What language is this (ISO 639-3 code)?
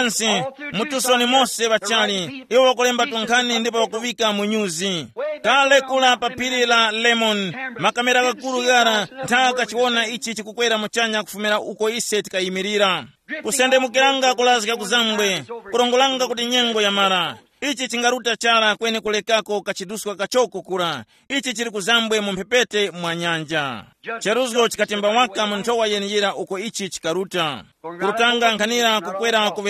tum